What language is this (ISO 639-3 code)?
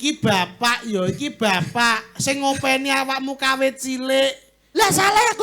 jav